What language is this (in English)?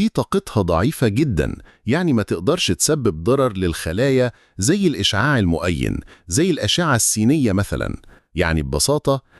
Egyptian Arabic